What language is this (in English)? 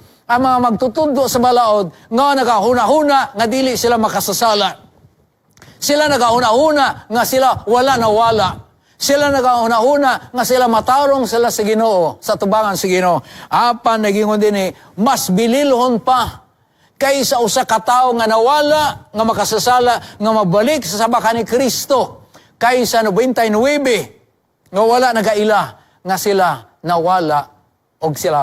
Cebuano